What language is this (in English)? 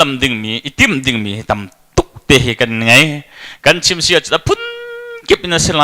Hakha Chin